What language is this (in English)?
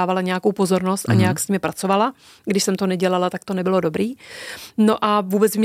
Czech